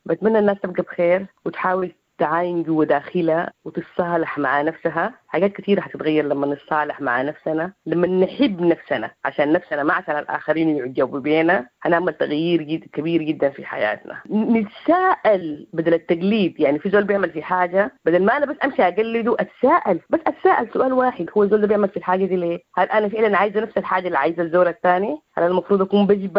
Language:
Sudanese Arabic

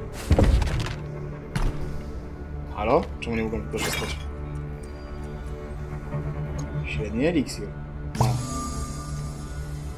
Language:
Polish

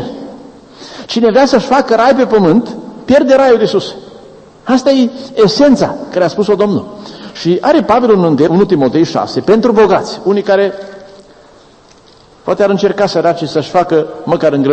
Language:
Romanian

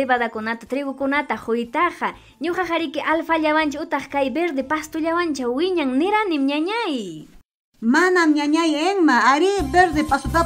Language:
Ayacucho Quechua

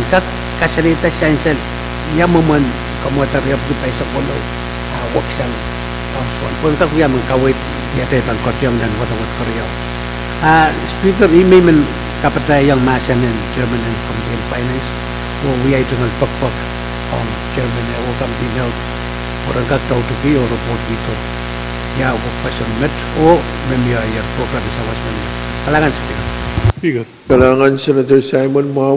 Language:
Pohnpeian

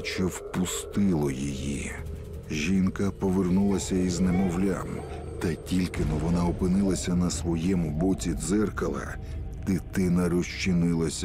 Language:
Ukrainian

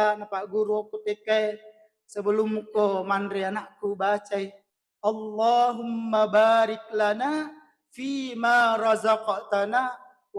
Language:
Buginese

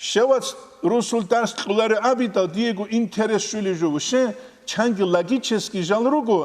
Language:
Avaric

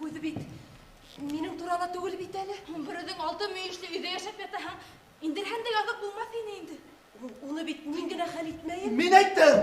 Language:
Bashkir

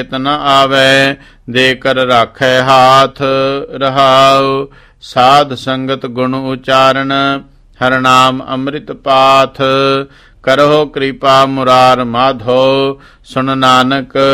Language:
Punjabi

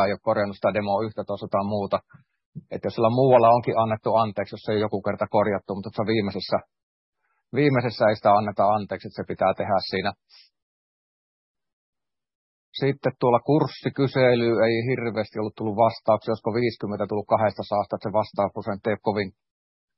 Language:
Finnish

